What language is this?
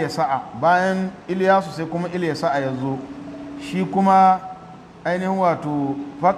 Hausa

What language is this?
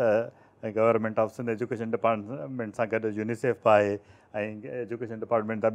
Sindhi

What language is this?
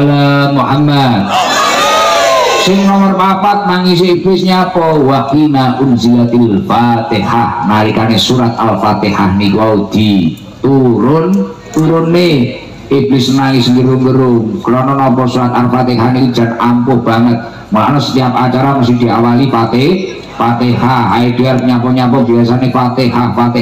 Javanese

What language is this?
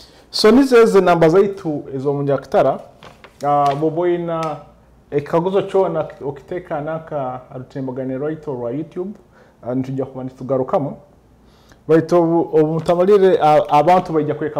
Nyoro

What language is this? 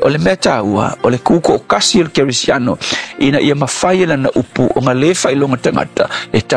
Samoan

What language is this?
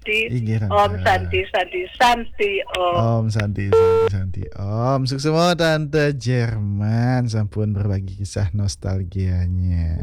Balinese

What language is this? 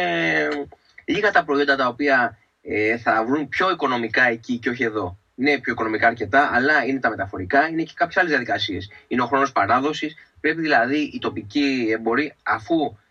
Greek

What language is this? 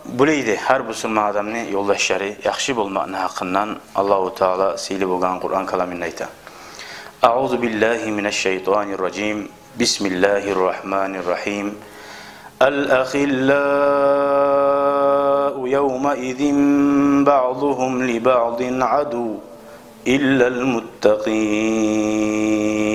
Kumyk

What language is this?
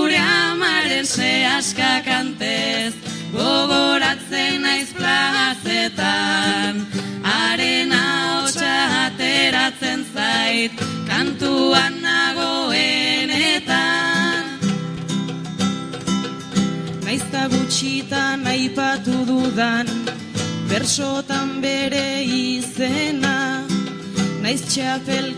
Basque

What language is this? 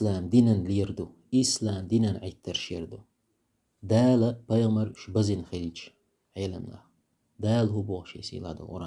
Chechen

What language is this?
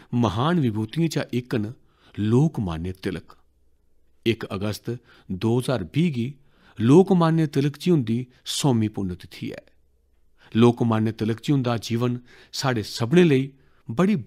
Dogri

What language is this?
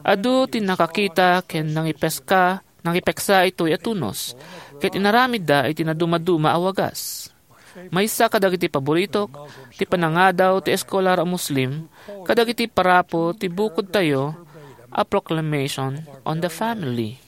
Iloko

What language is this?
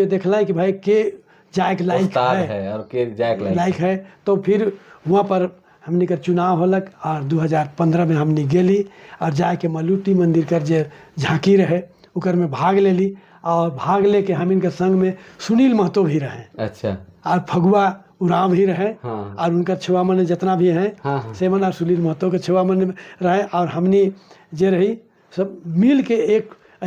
Sadri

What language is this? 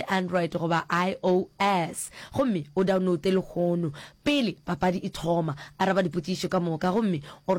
Northern Sotho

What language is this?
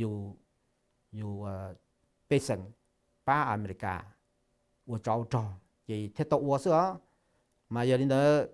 Hmong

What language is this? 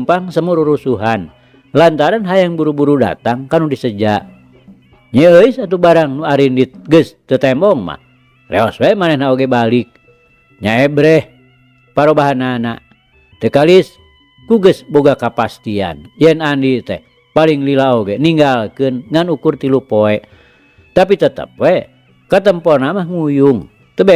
Sundanese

